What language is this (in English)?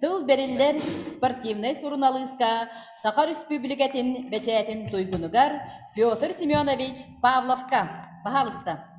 Yakut